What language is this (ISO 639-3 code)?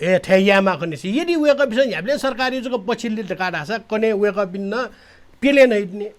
new